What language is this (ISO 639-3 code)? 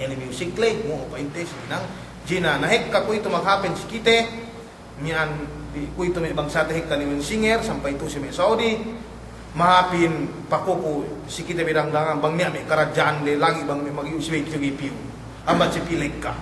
yka